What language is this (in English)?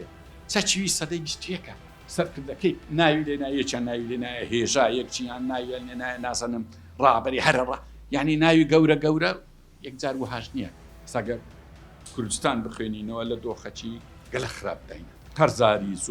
Central Kurdish